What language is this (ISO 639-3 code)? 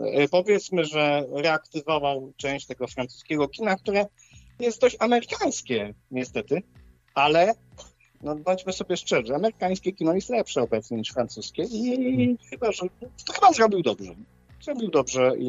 pol